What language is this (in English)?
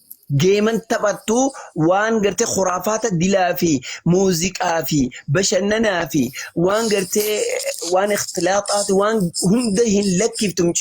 Oromo